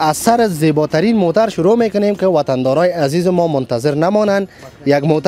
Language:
Persian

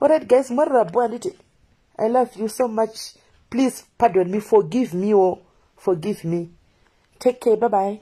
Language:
Shona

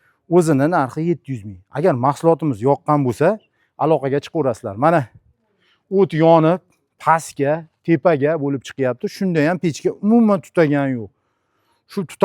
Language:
Uzbek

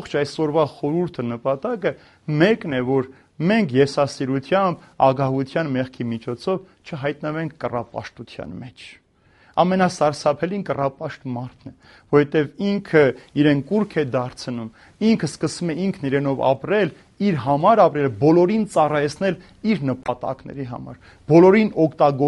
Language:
Armenian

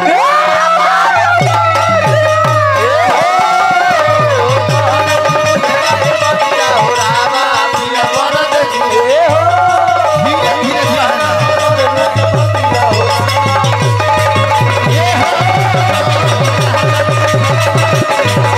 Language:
Bhojpuri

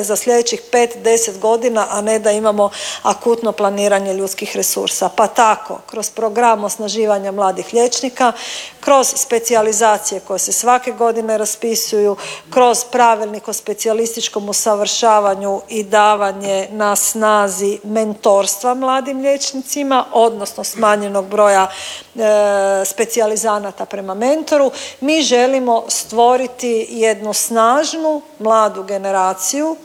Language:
Croatian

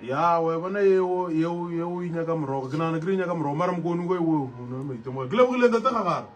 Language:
Northern Sotho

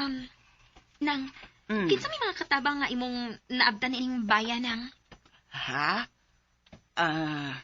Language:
Cebuano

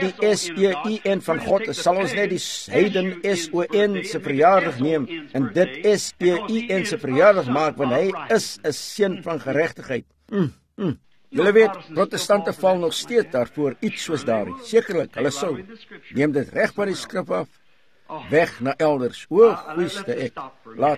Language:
Afrikaans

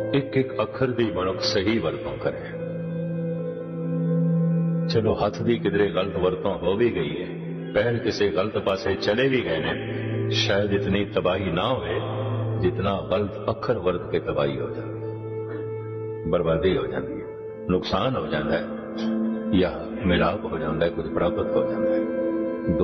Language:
Punjabi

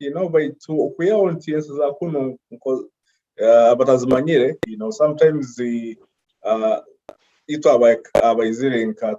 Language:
Nyoro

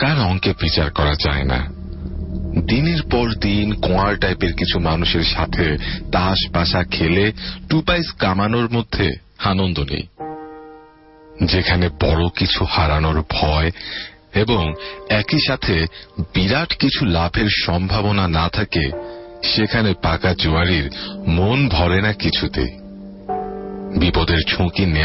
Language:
Bangla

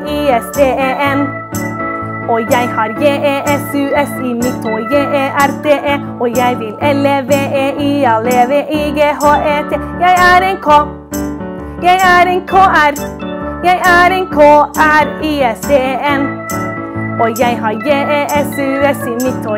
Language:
Norwegian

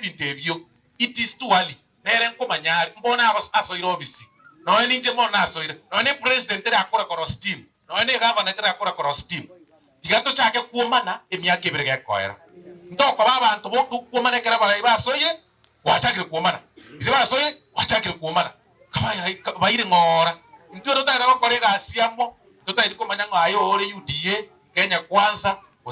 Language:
Gusii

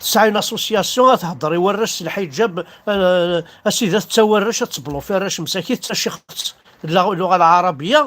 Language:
Kabyle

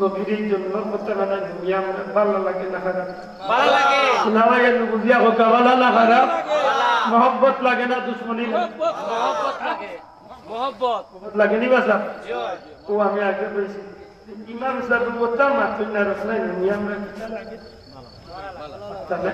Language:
Sylheti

